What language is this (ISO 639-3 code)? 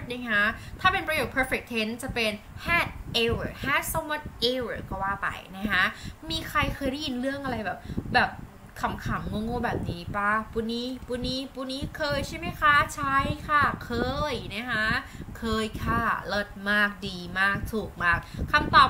tha